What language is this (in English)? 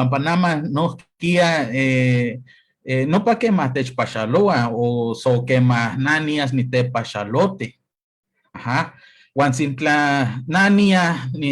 Eastern Huasteca Nahuatl